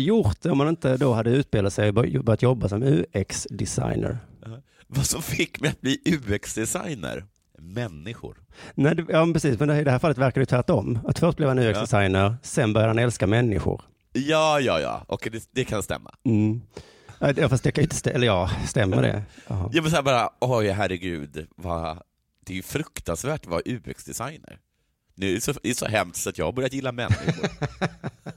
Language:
Swedish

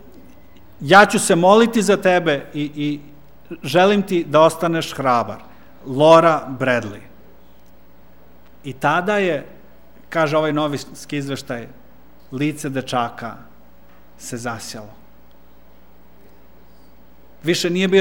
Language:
Serbian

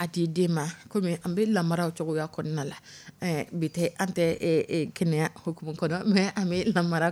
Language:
Dyula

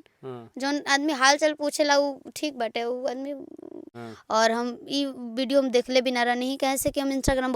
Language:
Bhojpuri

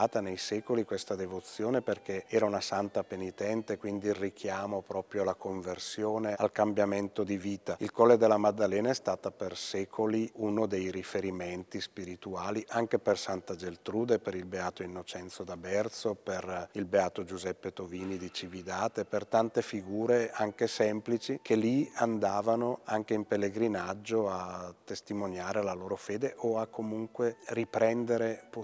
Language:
Italian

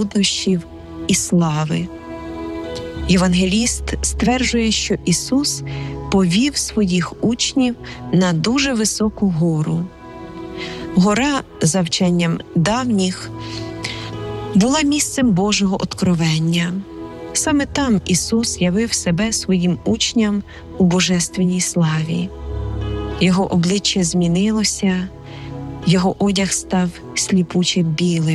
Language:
Ukrainian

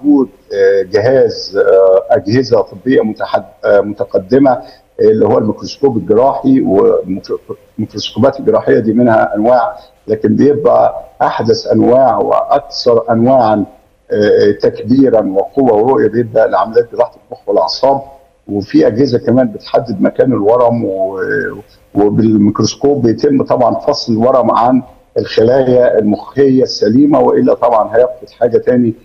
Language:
Egyptian Arabic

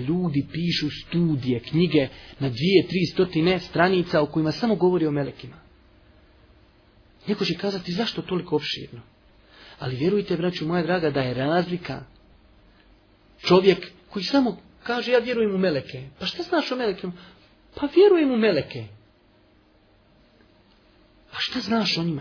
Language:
Bosnian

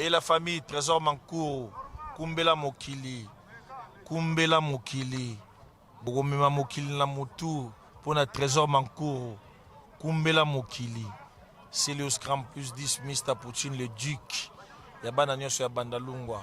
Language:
Lingala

